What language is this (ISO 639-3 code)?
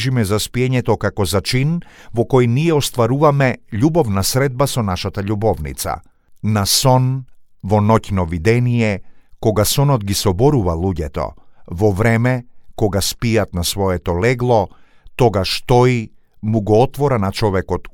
mkd